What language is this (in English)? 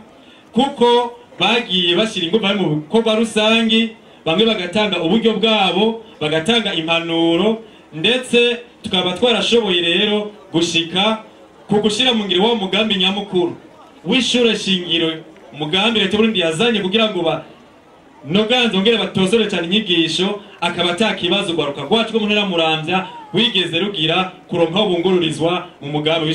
Rundi